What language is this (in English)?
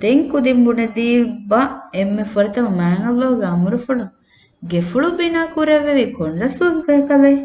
Divehi